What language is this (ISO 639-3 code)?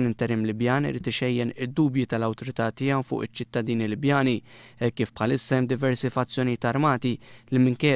mlt